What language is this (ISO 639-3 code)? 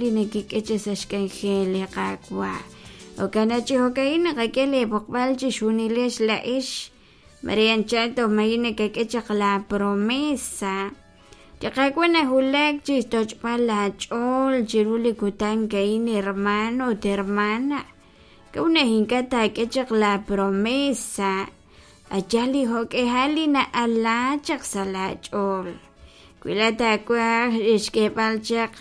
kek